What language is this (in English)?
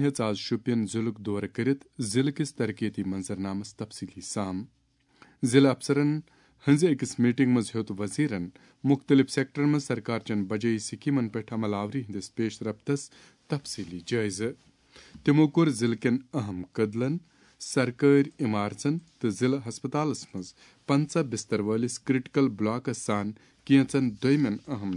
Kashmiri